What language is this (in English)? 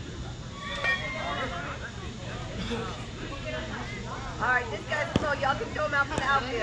English